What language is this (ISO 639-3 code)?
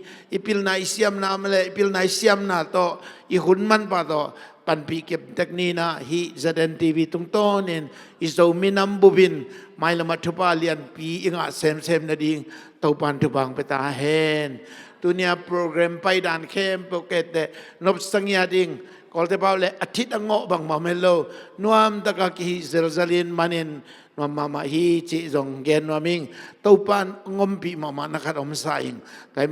ctd